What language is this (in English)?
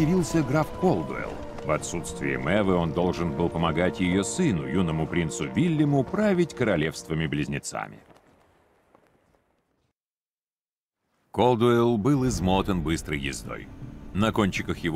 Russian